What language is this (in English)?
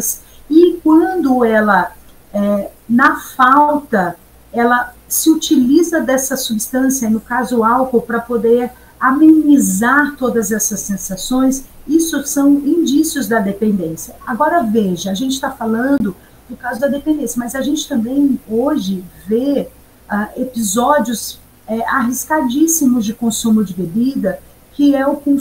Portuguese